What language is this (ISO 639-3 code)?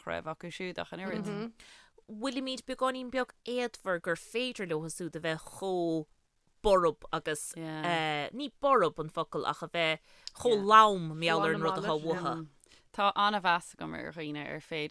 gle